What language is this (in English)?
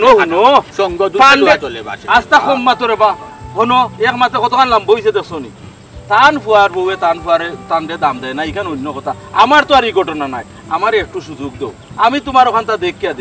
Sylheti